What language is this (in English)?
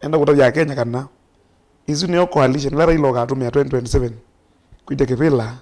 Kamba